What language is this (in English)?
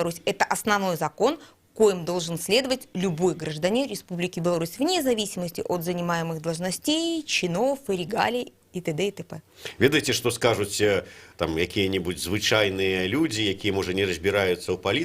Belarusian